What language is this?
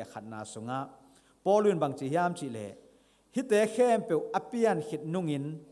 Tedim Chin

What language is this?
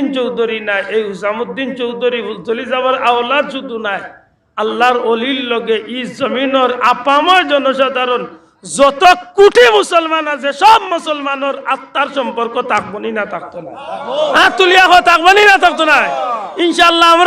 Sylheti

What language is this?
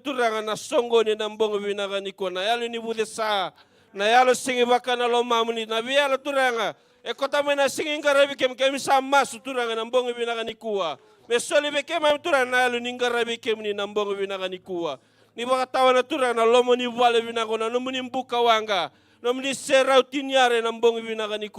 Fijian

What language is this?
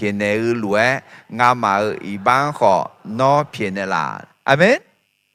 Akha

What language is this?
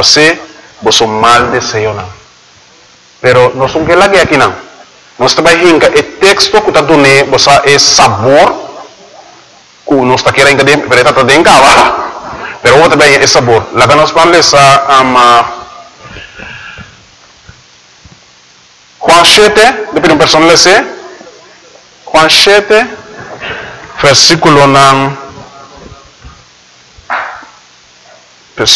Papiamento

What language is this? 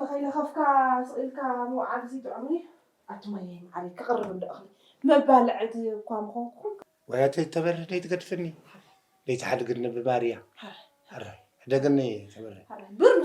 Tigrinya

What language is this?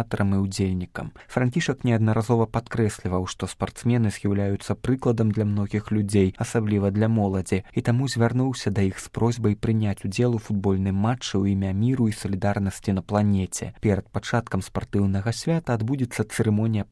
Belarusian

